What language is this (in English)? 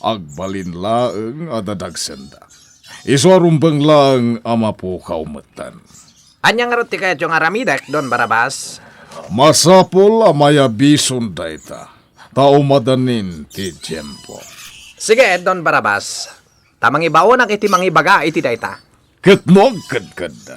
Iloko